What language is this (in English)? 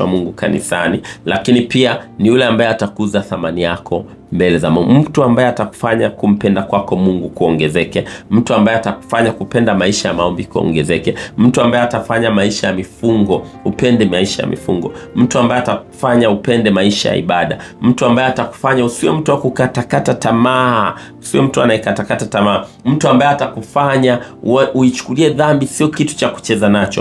Swahili